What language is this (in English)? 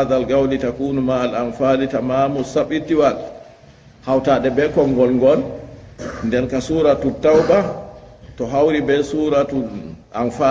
Fula